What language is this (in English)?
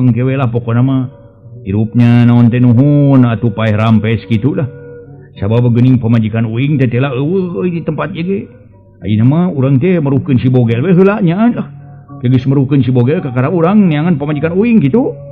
Sundanese